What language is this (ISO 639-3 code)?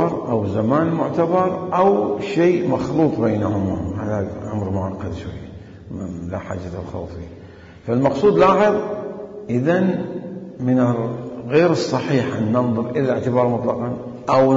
acm